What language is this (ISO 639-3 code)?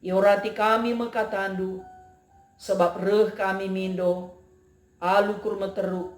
btx